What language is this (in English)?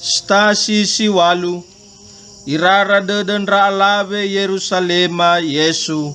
Nias